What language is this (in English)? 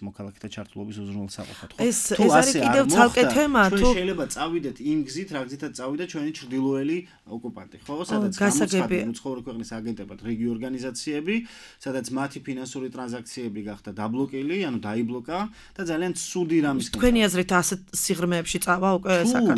Georgian